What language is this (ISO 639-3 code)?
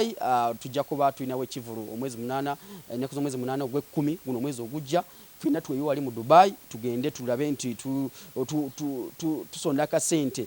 lug